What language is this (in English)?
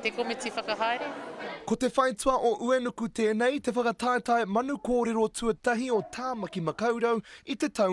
Māori